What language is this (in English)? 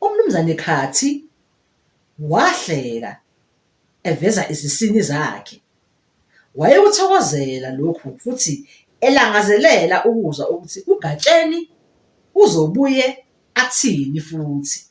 Zulu